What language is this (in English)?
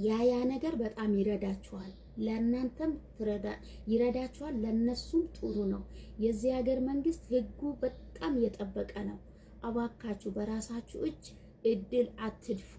Amharic